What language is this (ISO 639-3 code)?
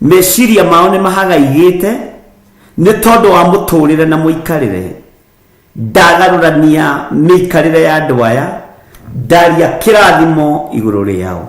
kik